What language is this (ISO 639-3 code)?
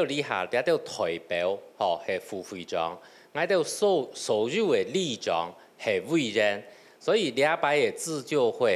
hak